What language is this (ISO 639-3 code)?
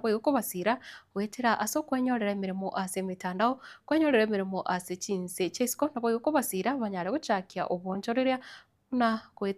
guz